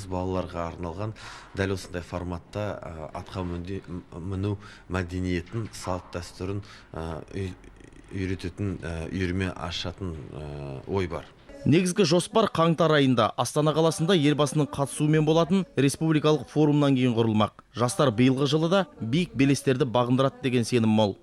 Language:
Kazakh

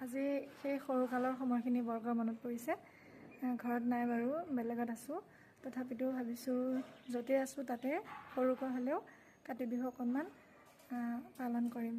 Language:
Assamese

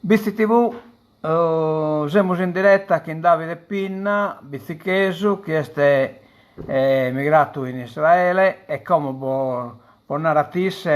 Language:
Sardinian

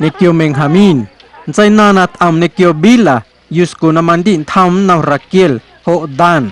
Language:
Guerrero Amuzgo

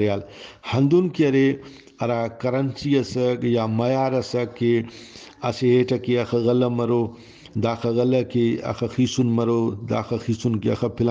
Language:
Brahui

